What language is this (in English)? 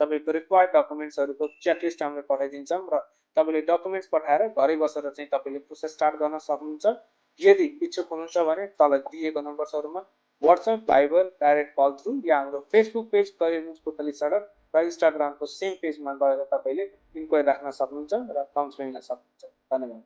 Nepali